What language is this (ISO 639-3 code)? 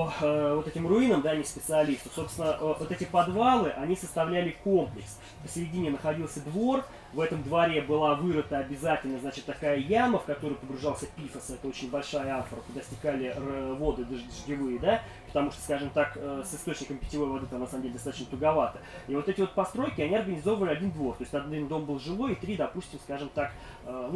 rus